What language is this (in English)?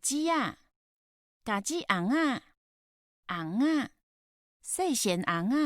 Min Nan Chinese